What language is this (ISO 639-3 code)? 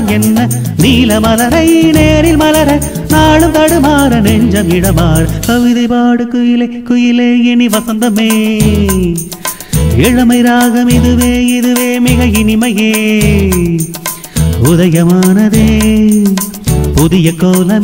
tam